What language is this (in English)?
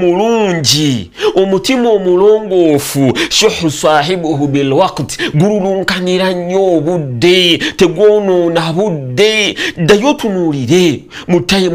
Ganda